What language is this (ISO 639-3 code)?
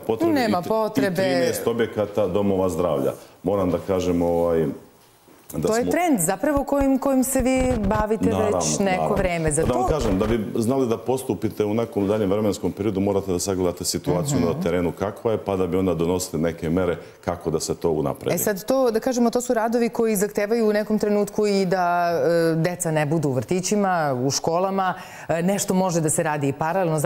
srp